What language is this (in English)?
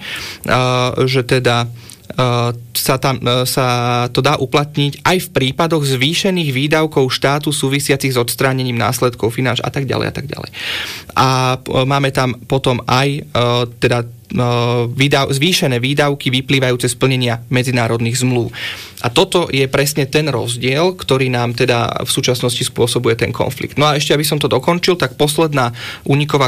Slovak